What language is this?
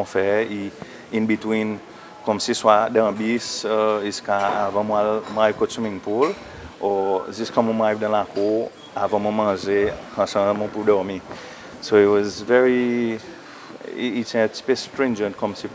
Seselwa Creole French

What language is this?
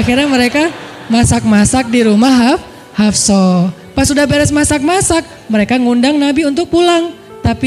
Indonesian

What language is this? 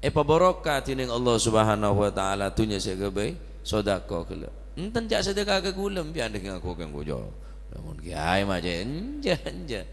Madurese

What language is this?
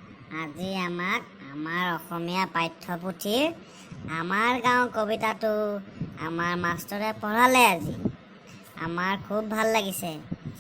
Assamese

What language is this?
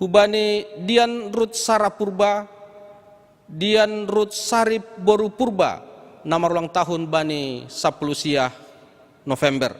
Batak Simalungun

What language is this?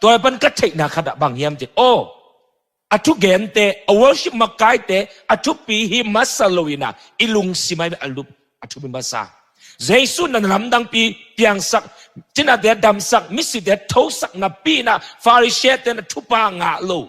Tedim Chin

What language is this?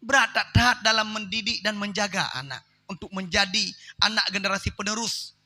Achinese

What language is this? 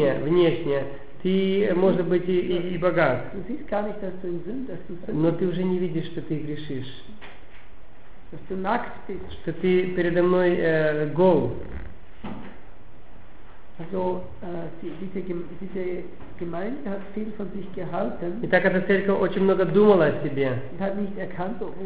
Russian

